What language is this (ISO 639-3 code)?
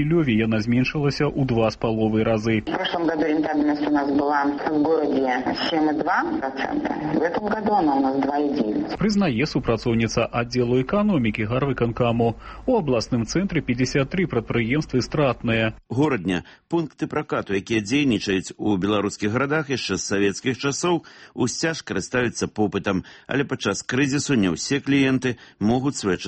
bel